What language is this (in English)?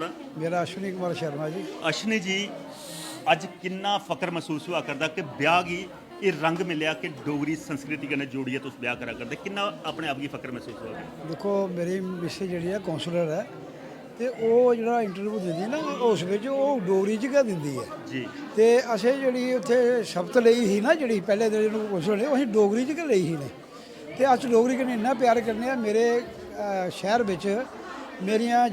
Dogri